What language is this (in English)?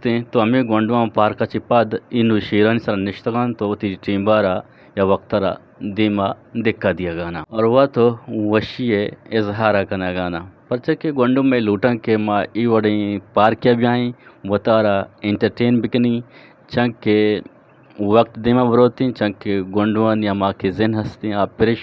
Eastern Balochi